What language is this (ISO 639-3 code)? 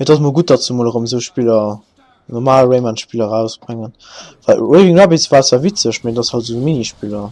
ltz